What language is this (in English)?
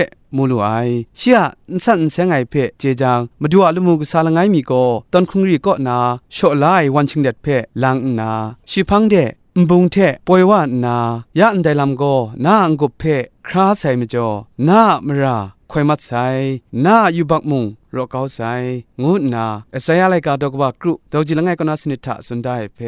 Kachin